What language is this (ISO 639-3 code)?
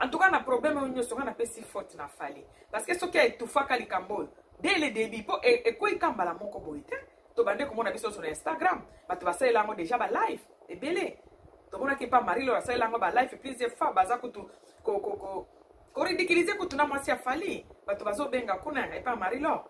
lin